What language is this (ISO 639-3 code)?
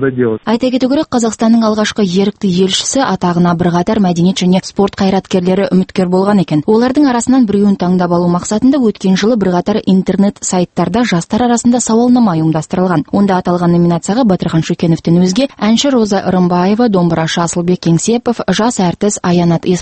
kaz